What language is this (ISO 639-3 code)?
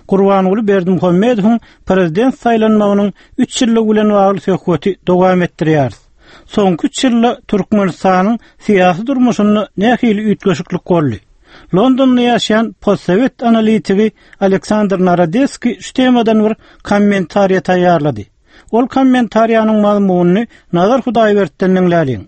tuk